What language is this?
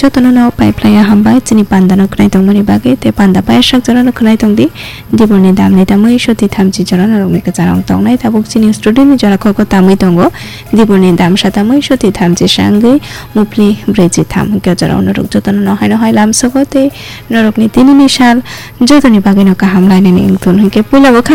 Kok Borok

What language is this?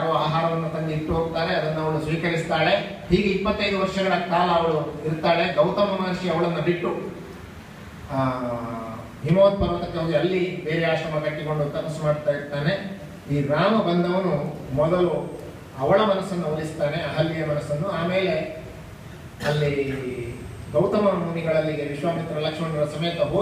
Kannada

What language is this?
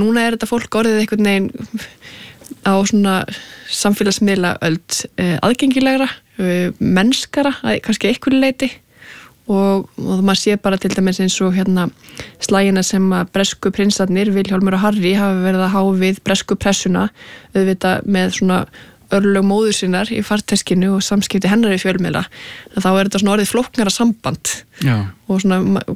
Icelandic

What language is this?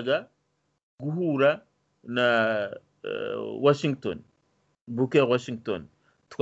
Kinyarwanda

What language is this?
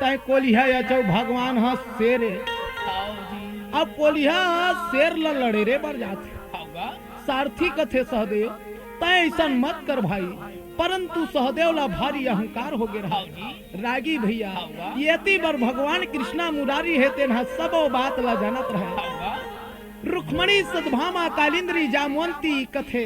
Chhattisgarhi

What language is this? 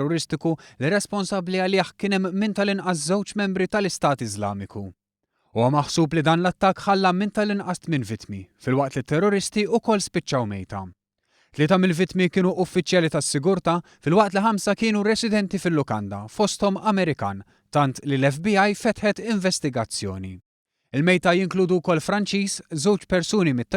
Maltese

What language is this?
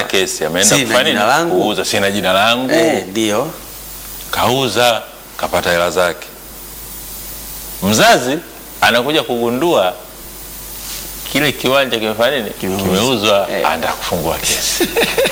Swahili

